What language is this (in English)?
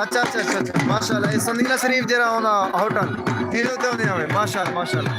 Saraiki